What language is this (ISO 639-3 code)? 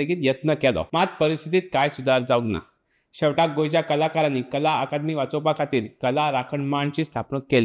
kok